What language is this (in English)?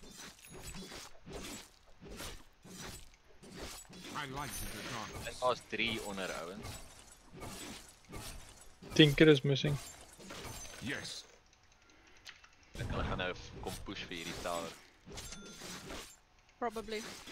Afrikaans